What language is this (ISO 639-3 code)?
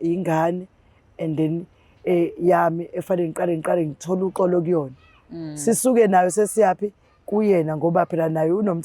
zul